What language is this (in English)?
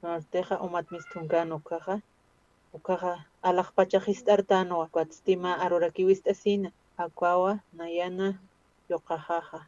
Aymara